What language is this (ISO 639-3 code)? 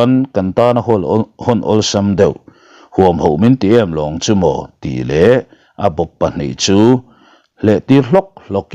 lus